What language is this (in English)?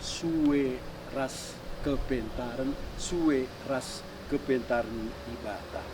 Batak Karo